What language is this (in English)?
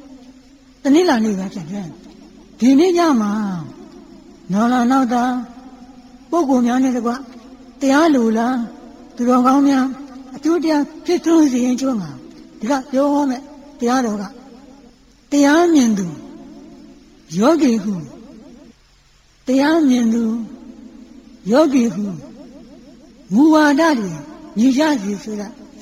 Burmese